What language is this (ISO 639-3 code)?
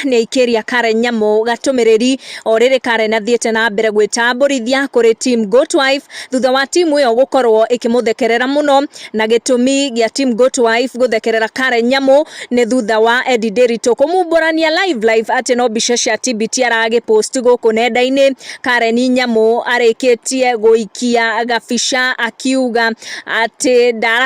kik